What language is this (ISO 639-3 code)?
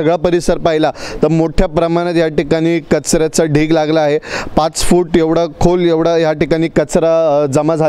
mar